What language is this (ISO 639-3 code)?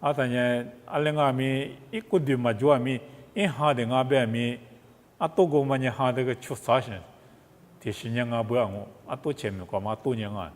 lis